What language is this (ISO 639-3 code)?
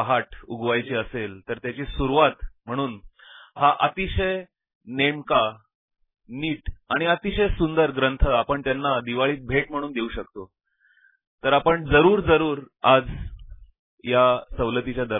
mar